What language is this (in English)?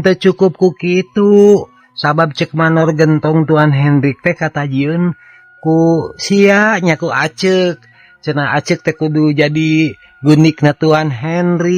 Sundanese